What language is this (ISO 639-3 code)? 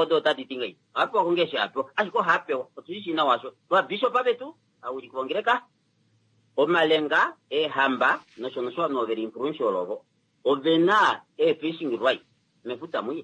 kua